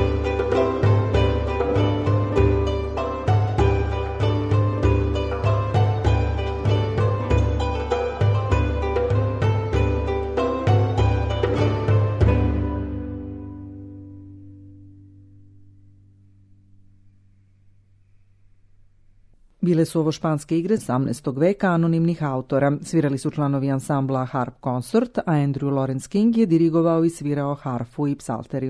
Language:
Serbian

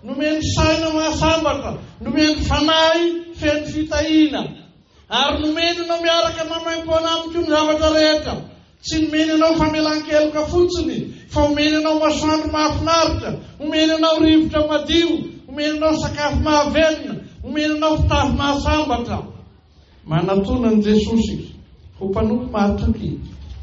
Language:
Malagasy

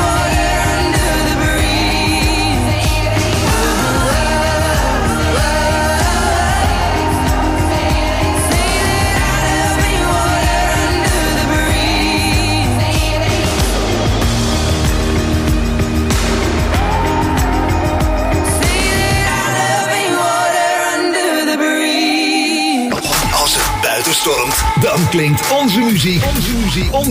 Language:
Dutch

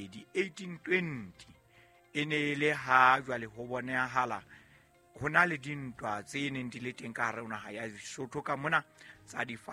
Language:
Southern Sotho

